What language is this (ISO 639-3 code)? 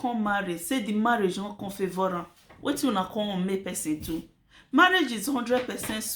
pcm